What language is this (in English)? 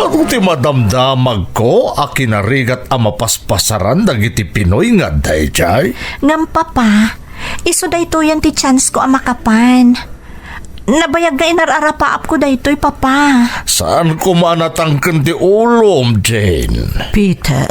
Iloko